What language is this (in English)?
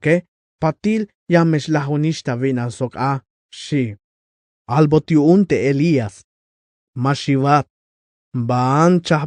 Tzeltal